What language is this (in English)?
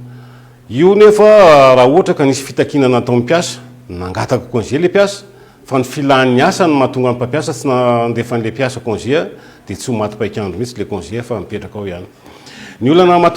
Malagasy